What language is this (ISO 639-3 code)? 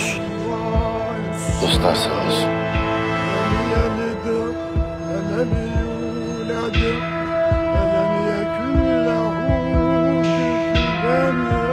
tur